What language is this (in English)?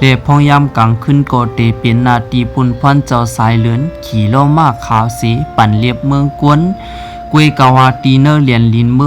Shan